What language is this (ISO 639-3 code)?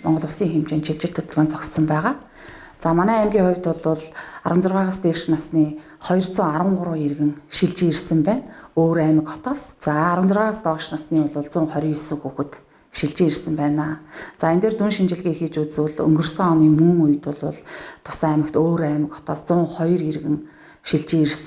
mon